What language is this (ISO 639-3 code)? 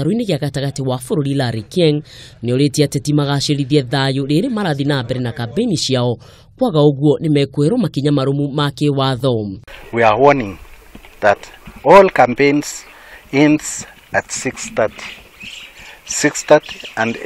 kik